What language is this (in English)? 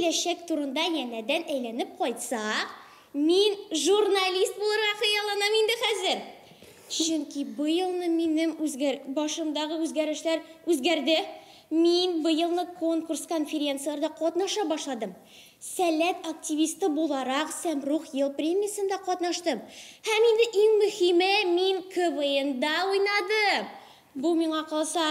Tatar